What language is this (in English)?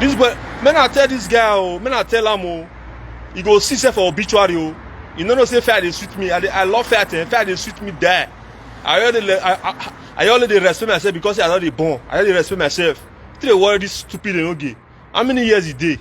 Nigerian Pidgin